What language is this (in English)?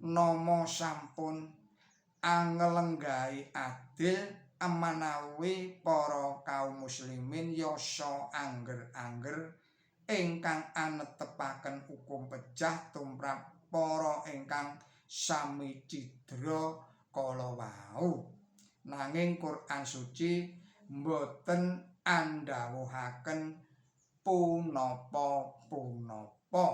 Javanese